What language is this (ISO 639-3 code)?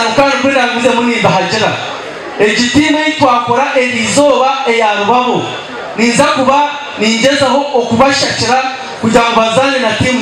nyn